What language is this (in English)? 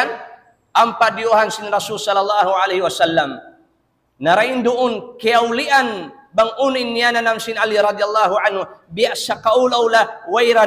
Tausug